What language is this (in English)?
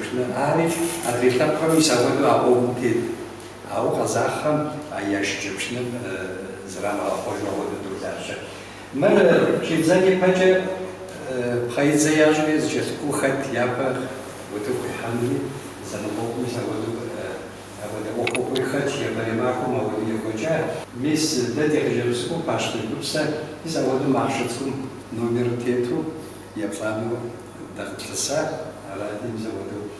Kabardian